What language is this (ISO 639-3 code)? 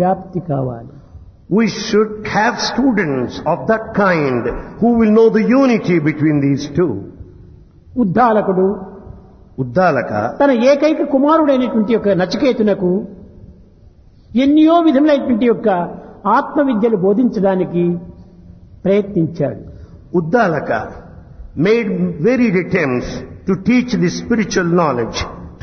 tel